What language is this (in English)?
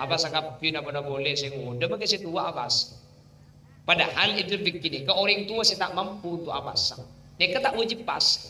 Madurese